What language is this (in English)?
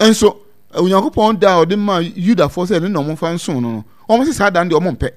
Akan